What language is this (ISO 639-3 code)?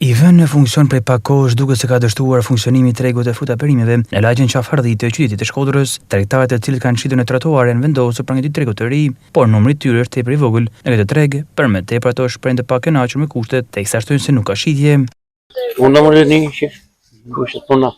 sqi